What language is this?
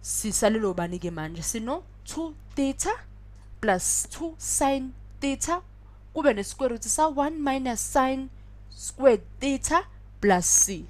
Zulu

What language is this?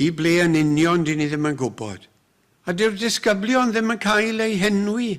Welsh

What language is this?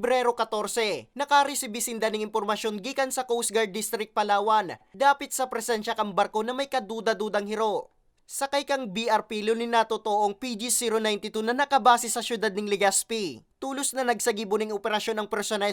Bikol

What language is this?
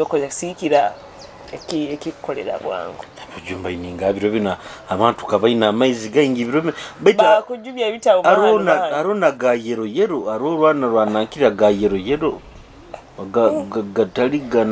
Nyoro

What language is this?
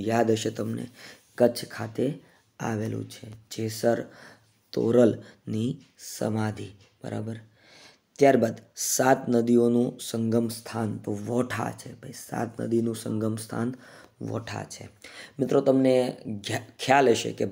Gujarati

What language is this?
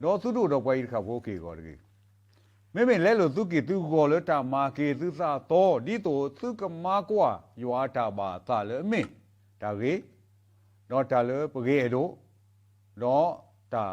S'gaw Karen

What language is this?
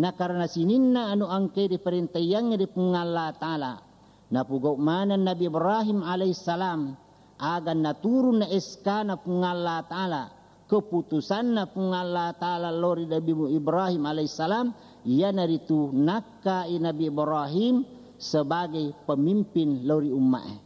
Buginese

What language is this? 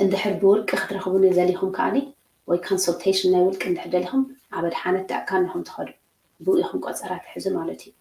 Tigrinya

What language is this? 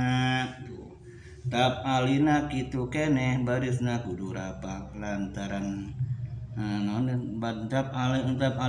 Sundanese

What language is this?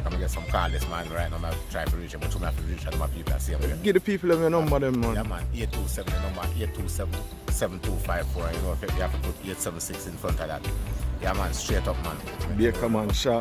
Jamaican Creole English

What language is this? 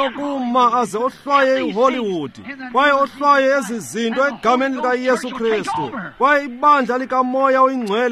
Xhosa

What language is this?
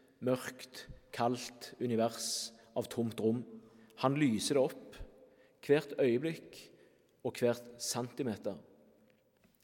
Norwegian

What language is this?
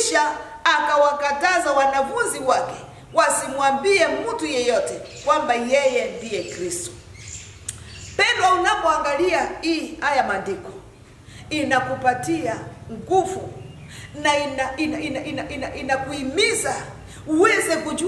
Swahili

